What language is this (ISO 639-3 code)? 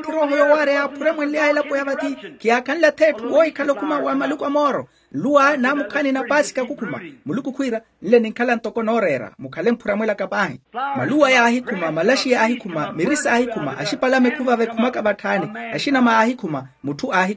vmw